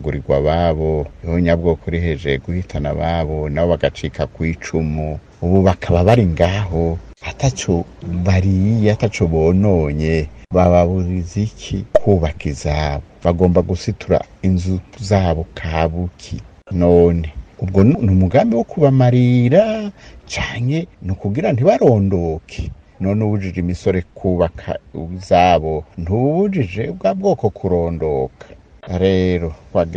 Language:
Rundi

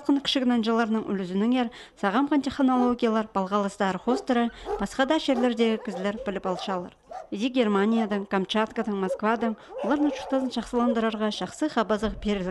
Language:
Khakas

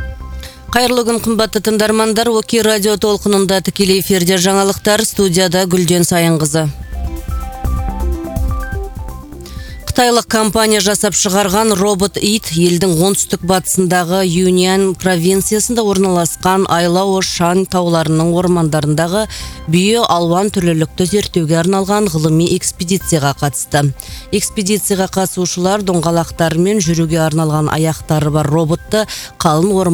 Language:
Kazakh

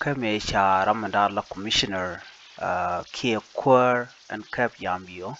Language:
Nuer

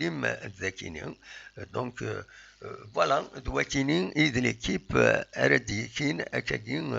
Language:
Kabyle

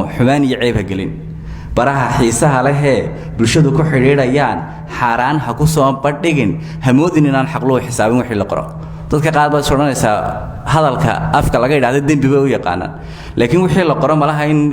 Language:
Somali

